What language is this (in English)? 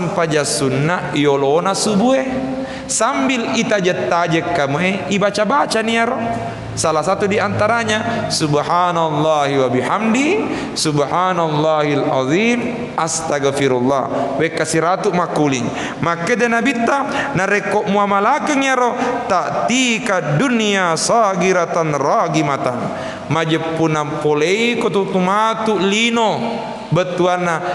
Buginese